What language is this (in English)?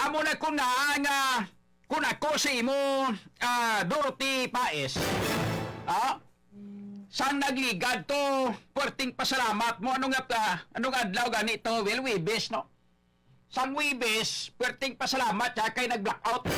Hiligaynon